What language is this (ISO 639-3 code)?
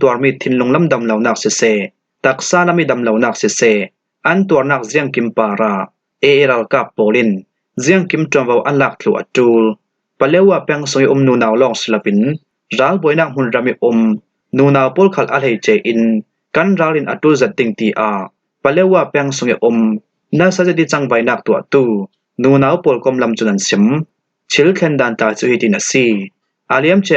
cfm